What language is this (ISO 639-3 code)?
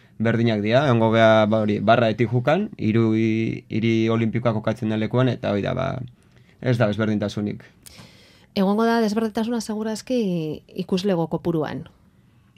eus